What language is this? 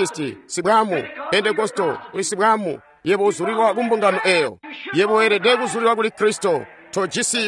Tonga (Zambia)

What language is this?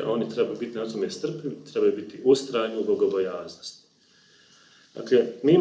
Bosnian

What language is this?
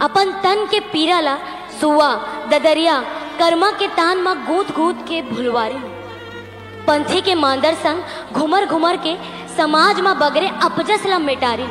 Chhattisgarhi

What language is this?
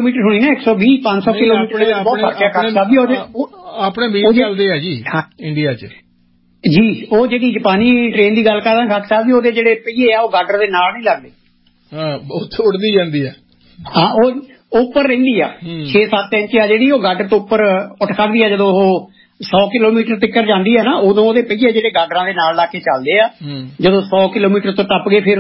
Punjabi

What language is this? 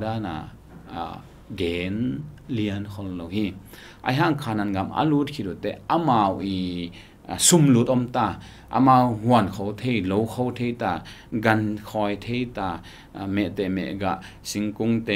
Tedim Chin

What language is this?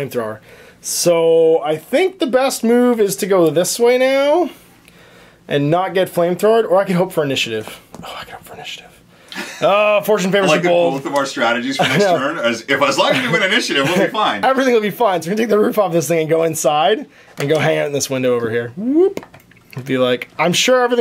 English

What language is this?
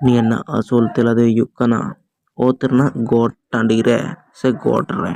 Santali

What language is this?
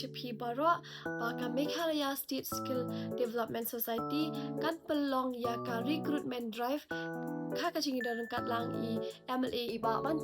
Khasi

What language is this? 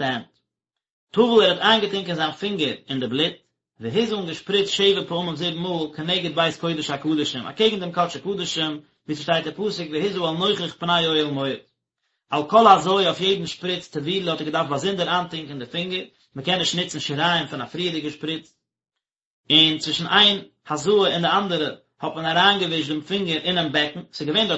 Yiddish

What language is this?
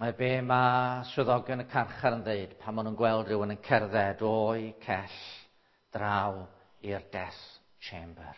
Welsh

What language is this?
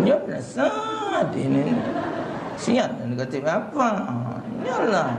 Musi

